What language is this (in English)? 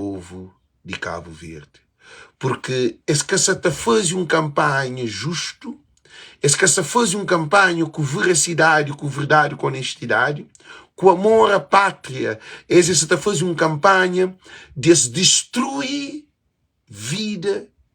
Kabuverdianu